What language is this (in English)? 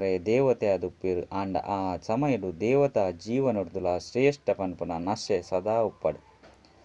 Tulu